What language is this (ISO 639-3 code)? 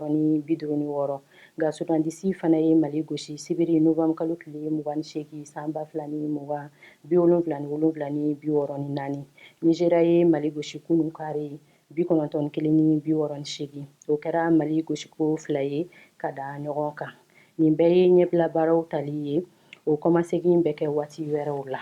bam